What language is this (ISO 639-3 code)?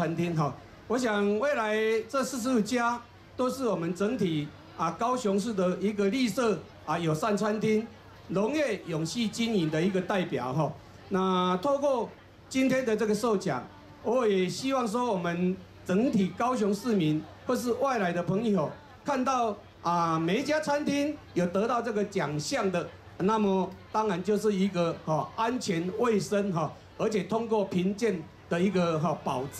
zho